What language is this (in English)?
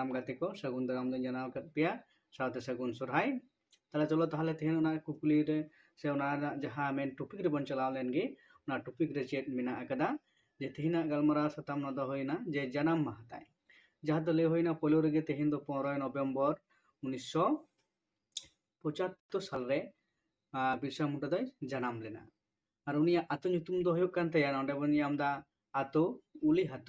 Santali